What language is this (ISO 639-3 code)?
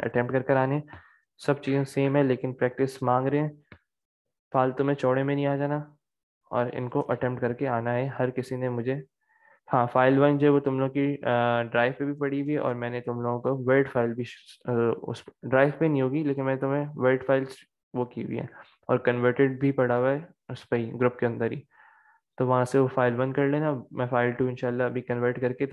hin